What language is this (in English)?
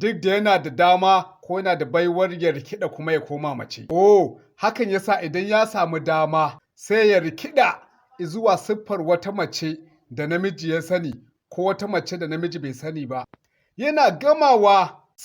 Hausa